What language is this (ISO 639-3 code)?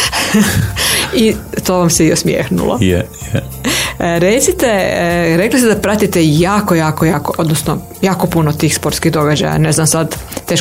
hrv